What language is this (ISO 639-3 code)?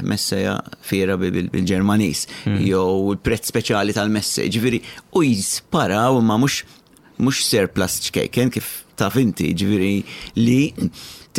mlt